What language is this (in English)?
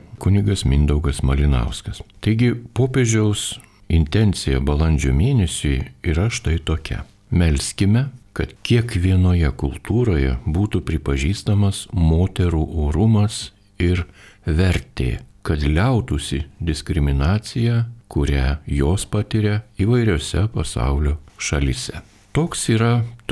Lithuanian